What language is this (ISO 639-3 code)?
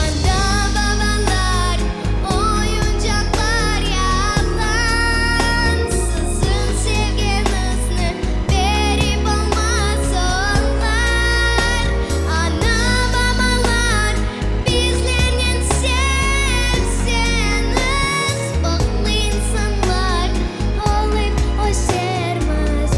crh